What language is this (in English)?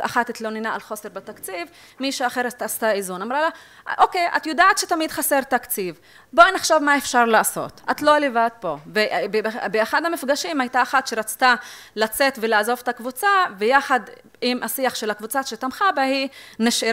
Hebrew